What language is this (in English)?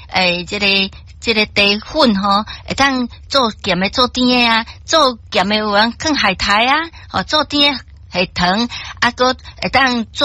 Min Nan Chinese